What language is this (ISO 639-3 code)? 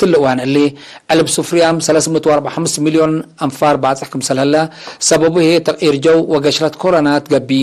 tig